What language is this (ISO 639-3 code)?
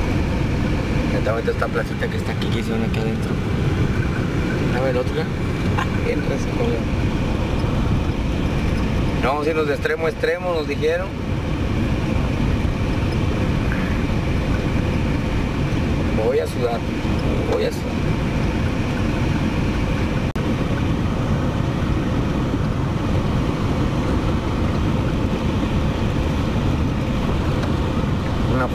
spa